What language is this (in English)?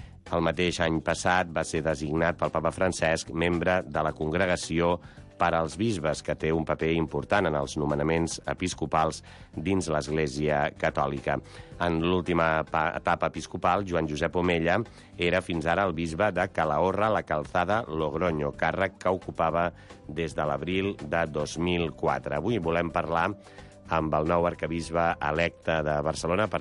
Catalan